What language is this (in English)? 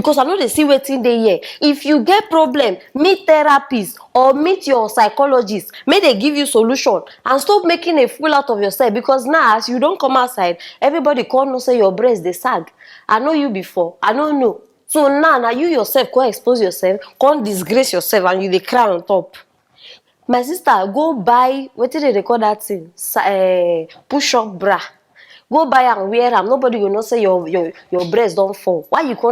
Nigerian Pidgin